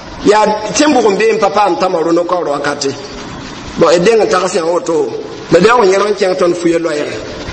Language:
Mossi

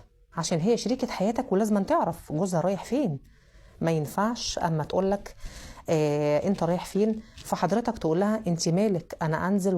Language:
Egyptian Arabic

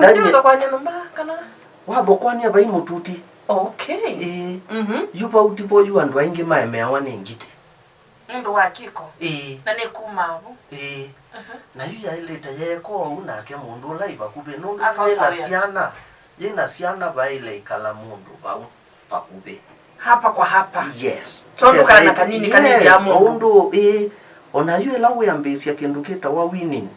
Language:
Kamba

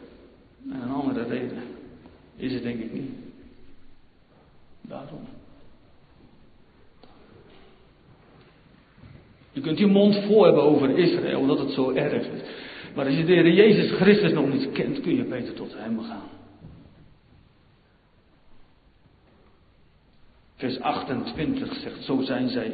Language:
Dutch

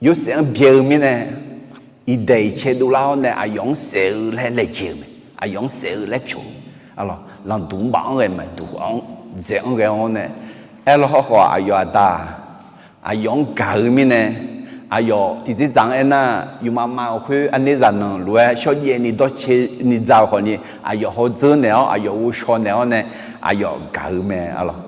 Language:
Akha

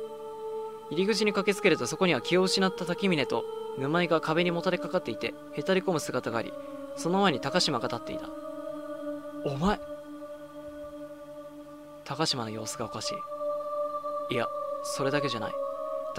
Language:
Japanese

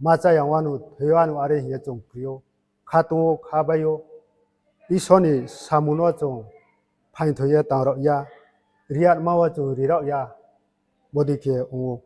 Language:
Riang (India)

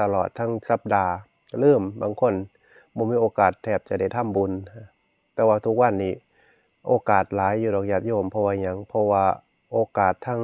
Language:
Northeastern Thai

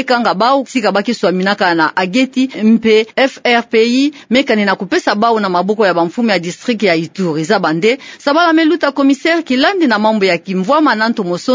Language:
Kituba (Democratic Republic of Congo)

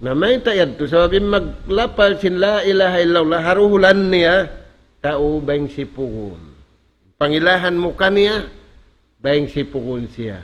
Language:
Tausug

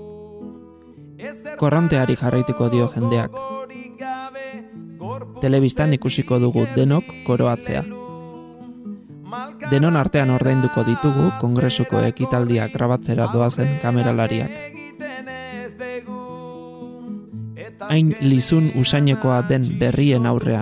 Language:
Basque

